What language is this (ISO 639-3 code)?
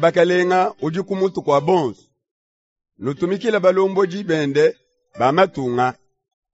lua